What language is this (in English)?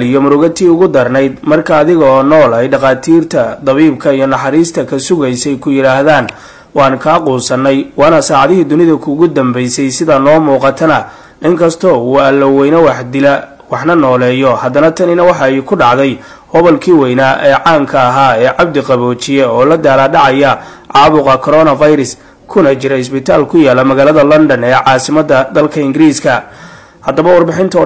Somali